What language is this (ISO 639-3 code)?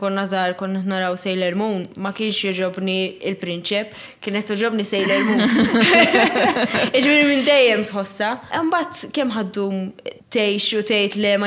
mlt